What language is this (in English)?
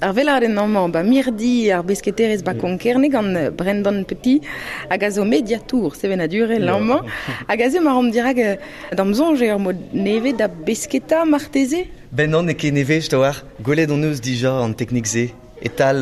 Breton